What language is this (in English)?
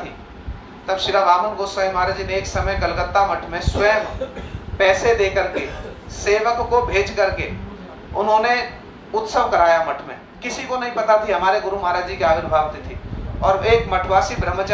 Hindi